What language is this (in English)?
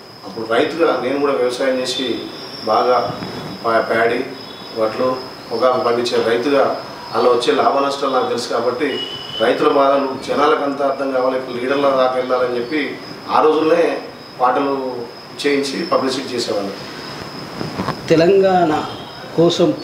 Telugu